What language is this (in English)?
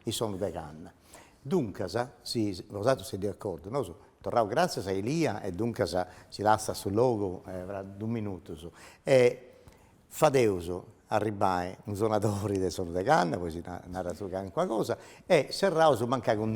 Sardinian